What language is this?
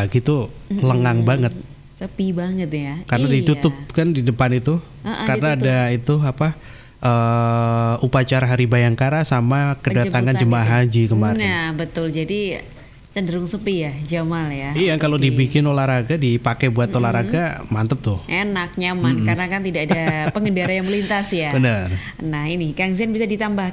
Indonesian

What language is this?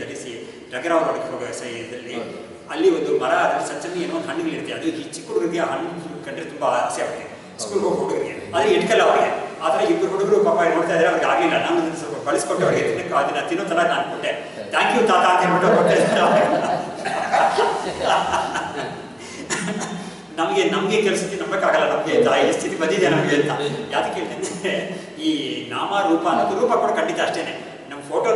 Kannada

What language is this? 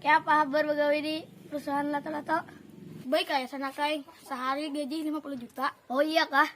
Banjar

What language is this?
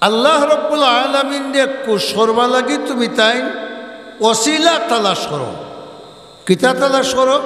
Sylheti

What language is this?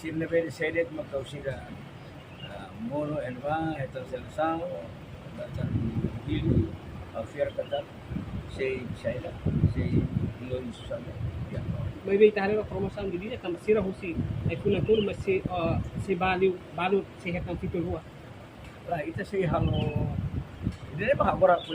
Tetum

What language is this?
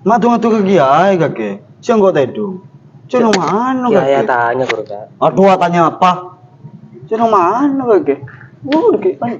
Madurese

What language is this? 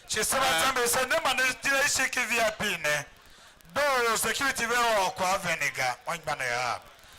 Tiv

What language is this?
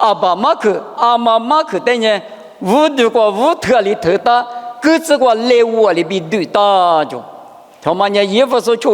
Lisu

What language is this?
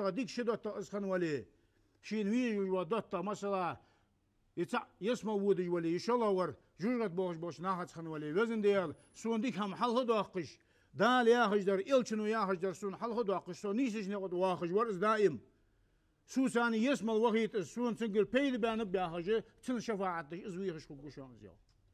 Ingush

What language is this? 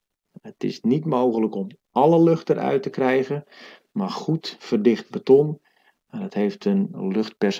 Dutch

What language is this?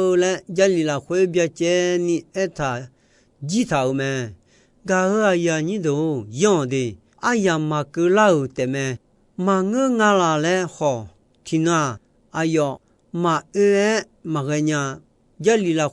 Akha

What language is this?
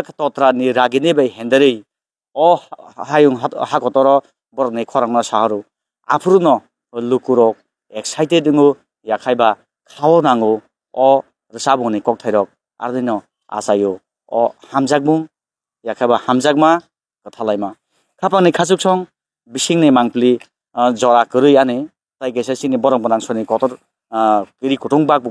Kok Borok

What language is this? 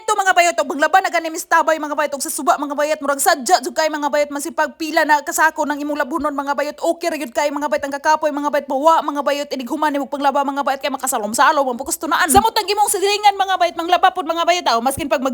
Cebuano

